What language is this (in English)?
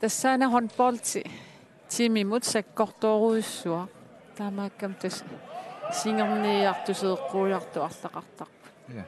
Kalaallisut